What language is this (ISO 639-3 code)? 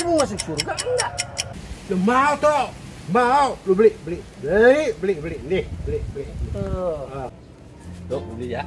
bew